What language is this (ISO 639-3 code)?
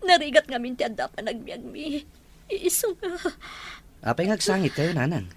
ilo